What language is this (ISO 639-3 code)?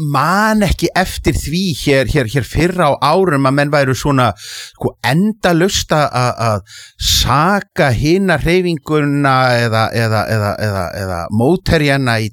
isl